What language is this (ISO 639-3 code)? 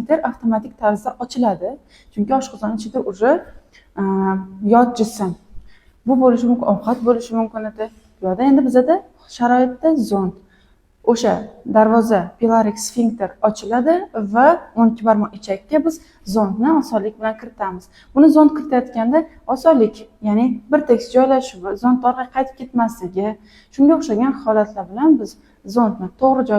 uzb